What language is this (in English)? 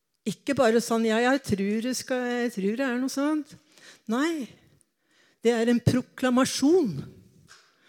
Norwegian